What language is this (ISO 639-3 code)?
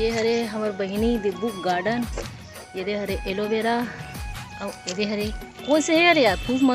hne